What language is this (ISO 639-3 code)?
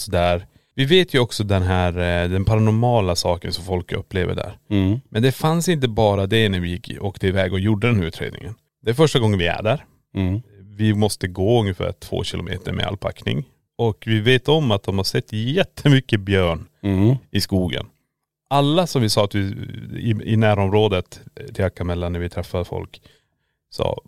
swe